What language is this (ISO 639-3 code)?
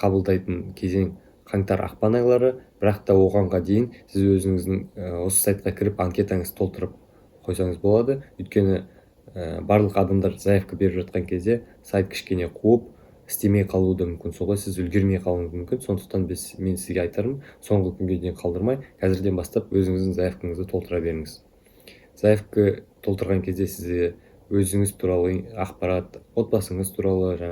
kaz